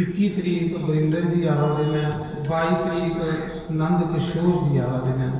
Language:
Dogri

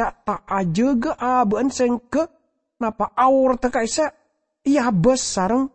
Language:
Madurese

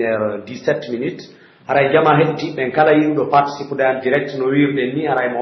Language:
Pular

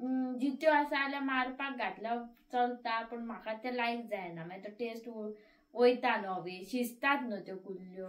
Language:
Konkani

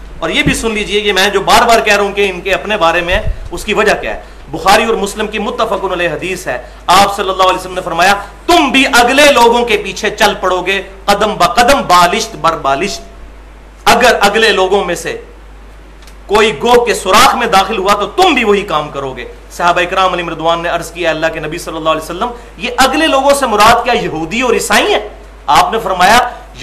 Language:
Urdu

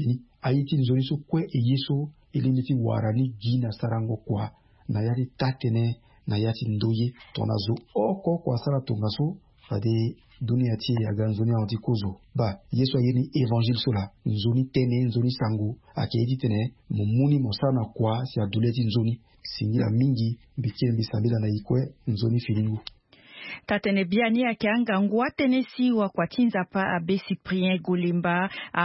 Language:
Sango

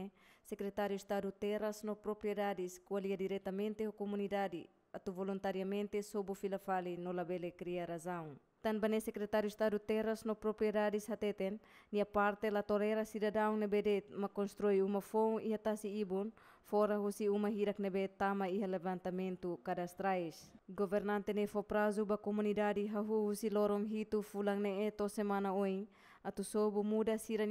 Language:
Tetum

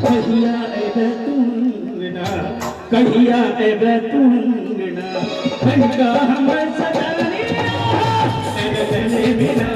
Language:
Maithili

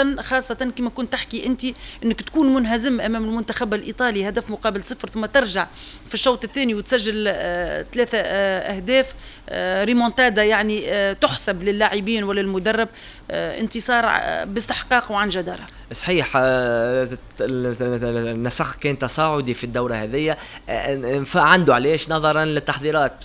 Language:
Tunisian Arabic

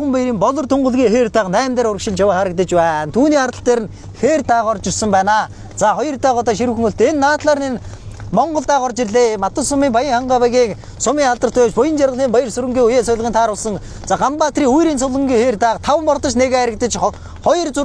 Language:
Mongolian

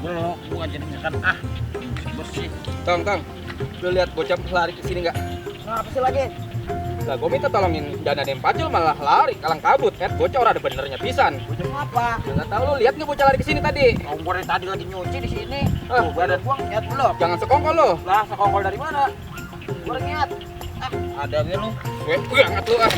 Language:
Betawi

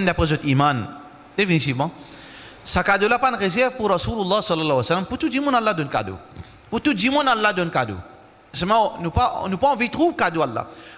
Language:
Morisyen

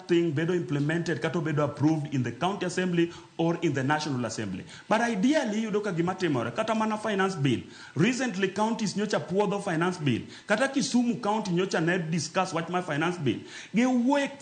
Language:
Luo (Kenya and Tanzania)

